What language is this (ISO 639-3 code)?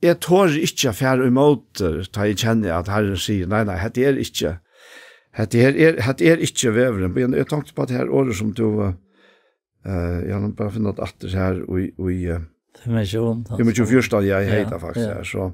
fao